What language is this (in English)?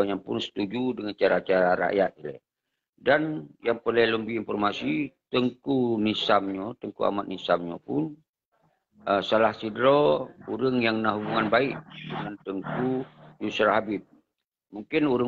Achinese